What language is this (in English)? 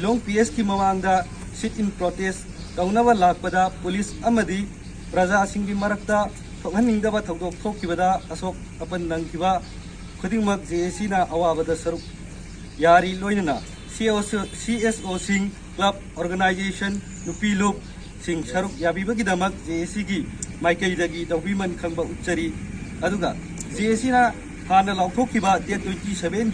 Manipuri